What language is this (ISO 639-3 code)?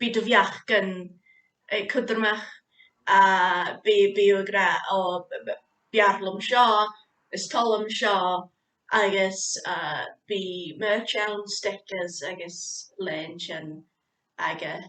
gla